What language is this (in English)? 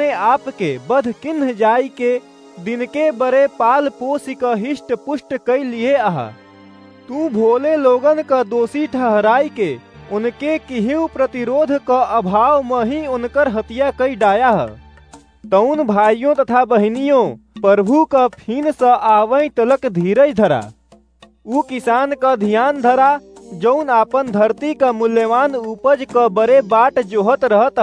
Awadhi